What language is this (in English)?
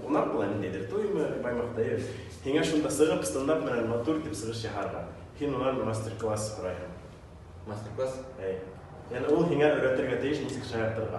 Bashkir